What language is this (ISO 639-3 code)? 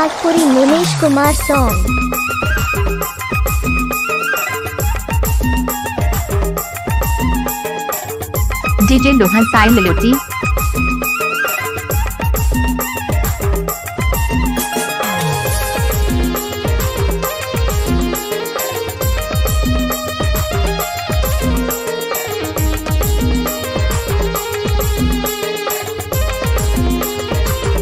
sck